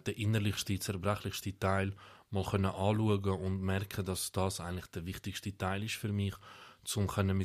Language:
Swiss German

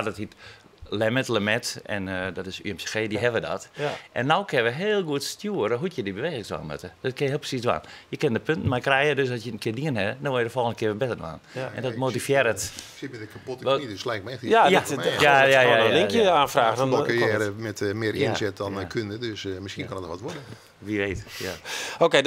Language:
Western Frisian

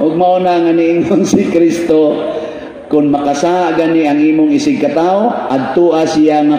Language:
Cebuano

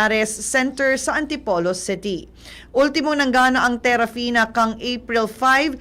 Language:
Bikol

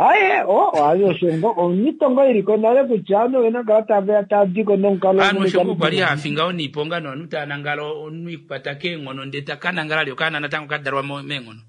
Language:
Kuanyama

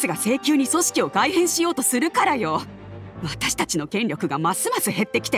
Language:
Japanese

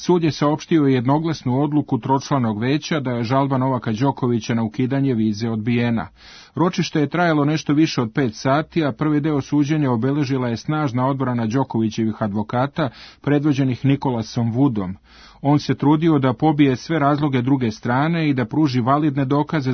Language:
Serbian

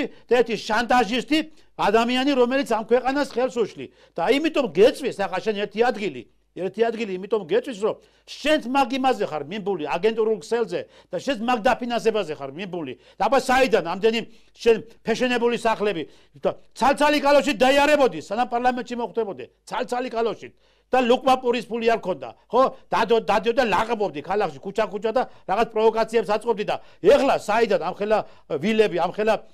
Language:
Georgian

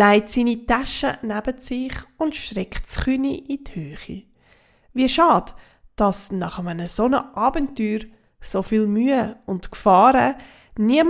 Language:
Swiss German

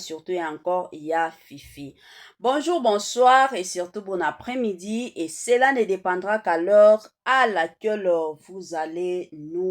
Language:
Lingala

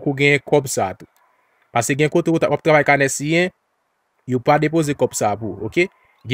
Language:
Haitian Creole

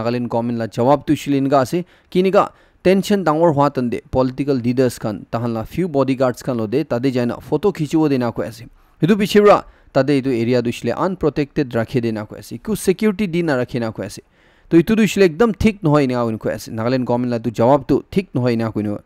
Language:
Naga Pidgin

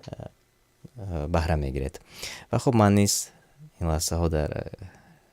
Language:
Tajik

